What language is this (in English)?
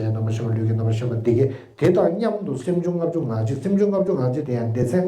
Tibetan